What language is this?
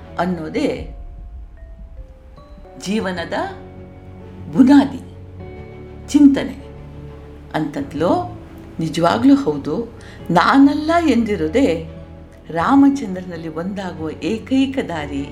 Kannada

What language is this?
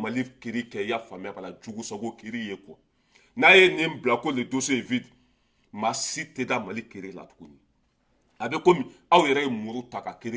Bambara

